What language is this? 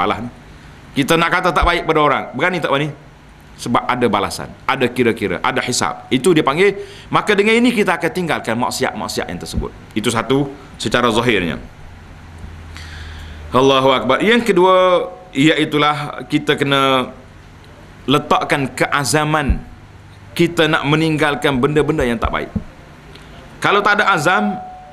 Malay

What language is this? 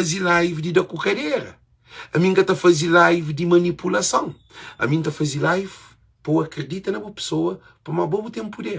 Kabuverdianu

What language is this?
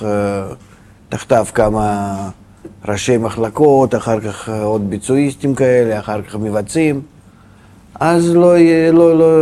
Hebrew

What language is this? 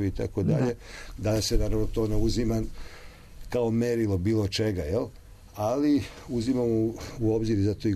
Serbian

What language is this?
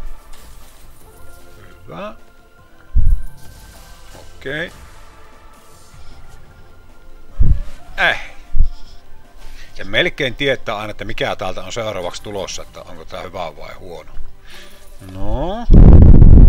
Finnish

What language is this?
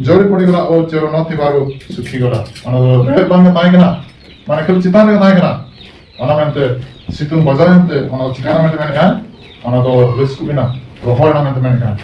Santali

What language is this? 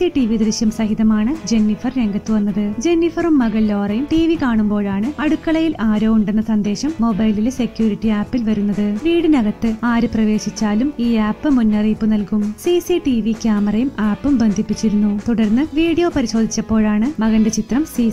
Malayalam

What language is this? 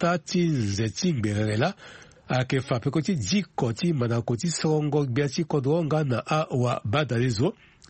Sango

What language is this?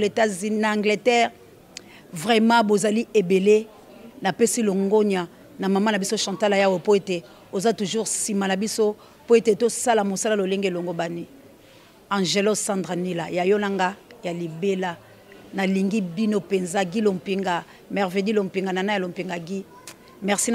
Lingala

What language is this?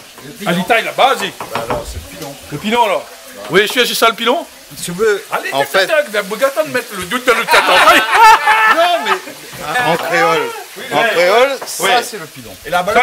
Réunion Creole French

